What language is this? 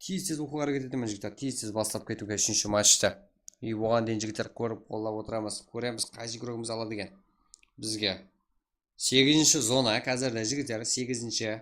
Kara-Kalpak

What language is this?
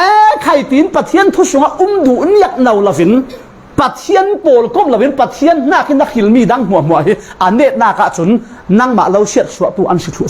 Falam Chin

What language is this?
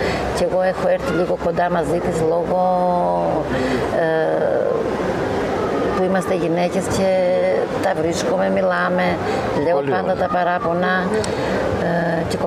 Greek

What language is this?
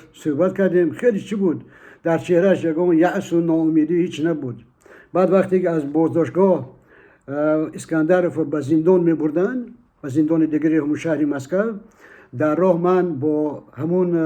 Tajik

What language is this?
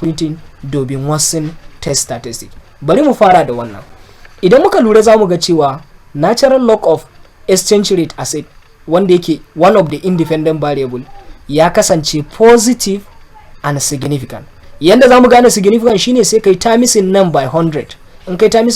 Hausa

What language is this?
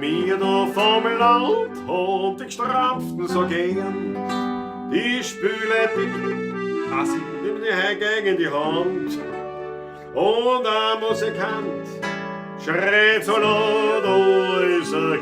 Bavarian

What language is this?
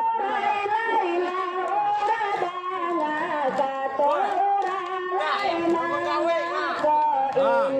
Minangkabau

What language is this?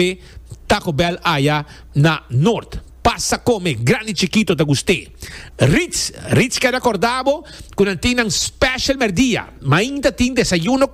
Papiamento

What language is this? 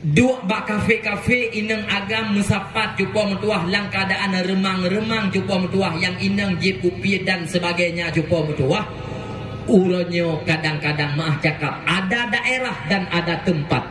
Achinese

